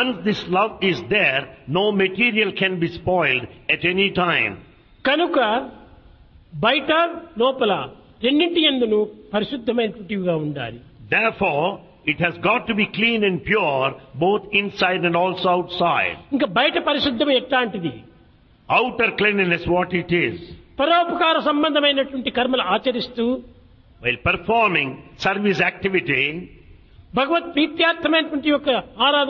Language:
Telugu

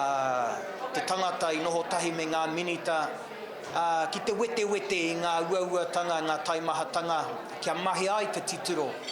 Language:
Māori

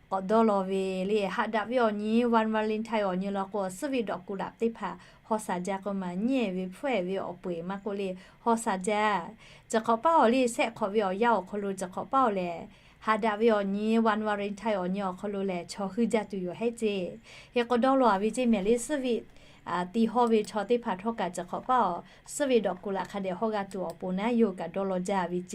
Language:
Lahu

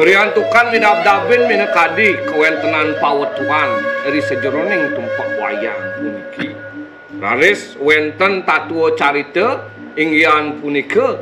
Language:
Balinese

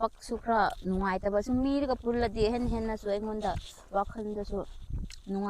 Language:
Manipuri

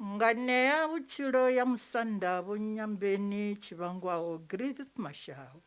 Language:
Venda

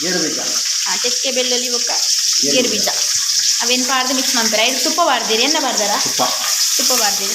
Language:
Tulu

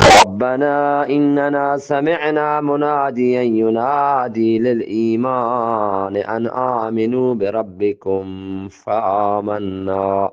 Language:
Eastern Balochi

